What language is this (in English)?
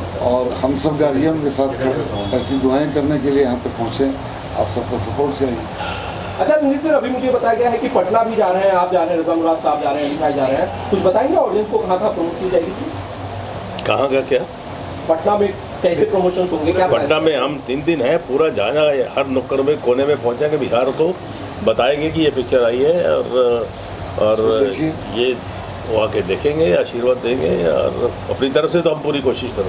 Hindi